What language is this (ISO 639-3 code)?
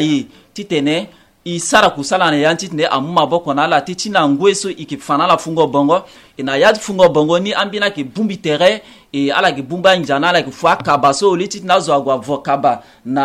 sag